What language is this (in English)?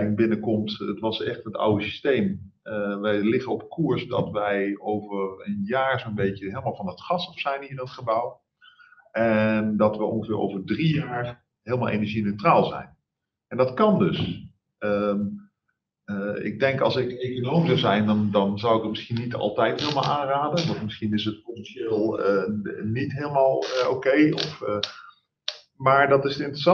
Dutch